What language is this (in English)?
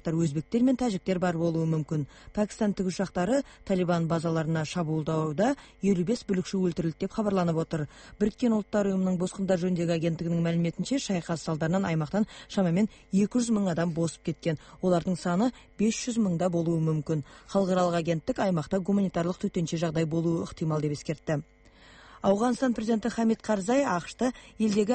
Kazakh